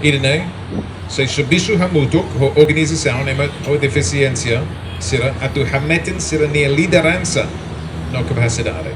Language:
Tetum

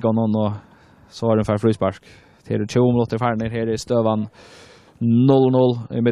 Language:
Faroese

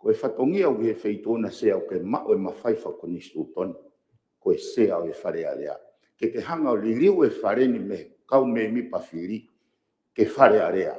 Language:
Tongan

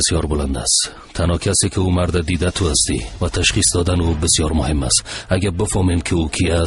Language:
Persian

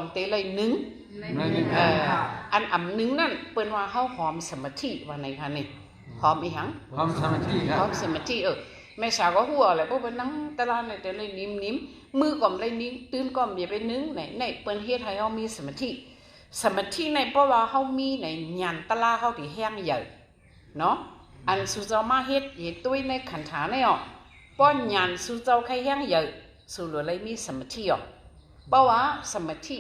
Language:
Shan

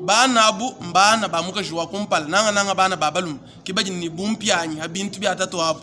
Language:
Luba-Lulua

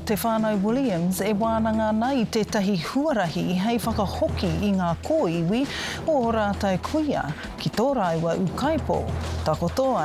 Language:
Māori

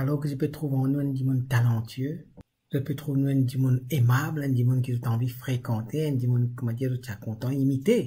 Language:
Morisyen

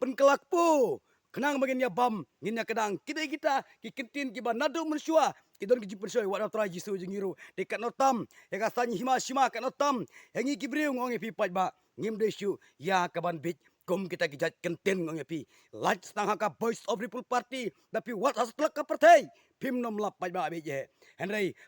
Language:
Khasi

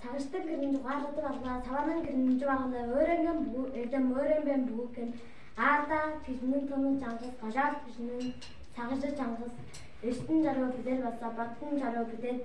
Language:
Tuvinian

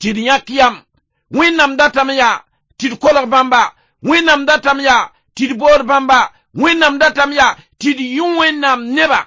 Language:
Mossi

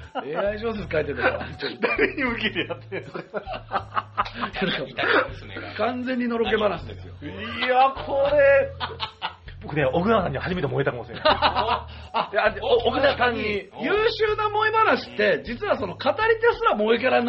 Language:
Japanese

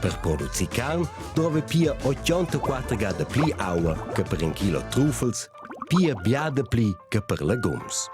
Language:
Romansh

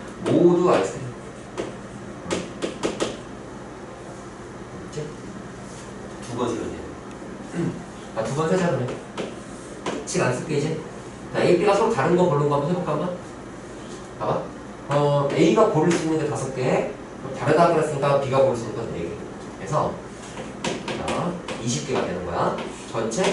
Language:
Korean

